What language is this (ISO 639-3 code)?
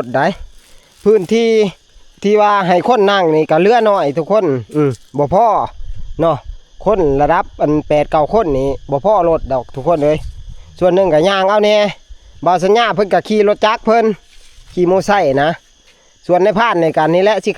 tts